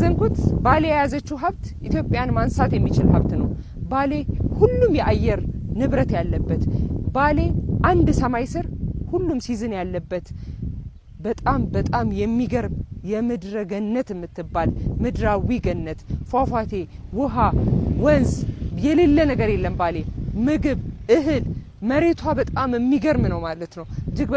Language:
Amharic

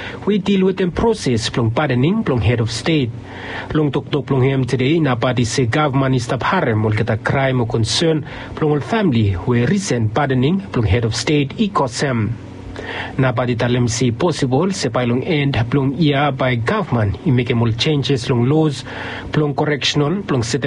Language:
Bislama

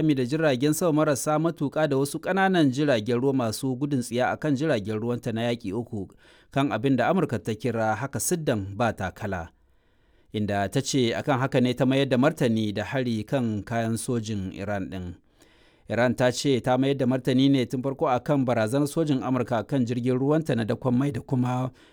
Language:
Hausa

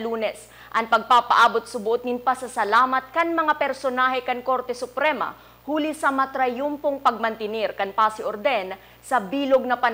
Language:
Bikol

